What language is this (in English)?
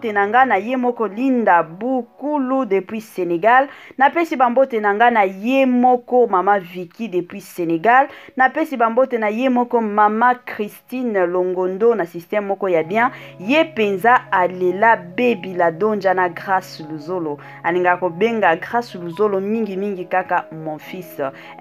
Lingala